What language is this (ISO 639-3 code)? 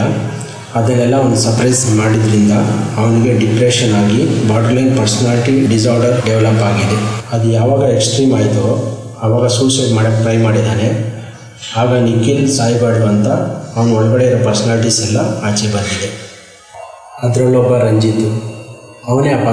kan